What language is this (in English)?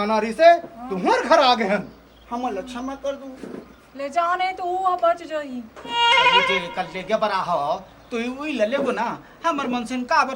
Chhattisgarhi